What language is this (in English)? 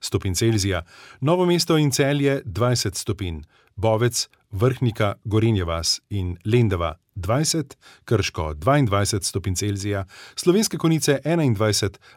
Slovenian